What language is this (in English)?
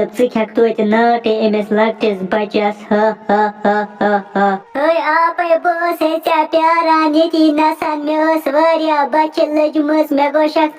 Kashmiri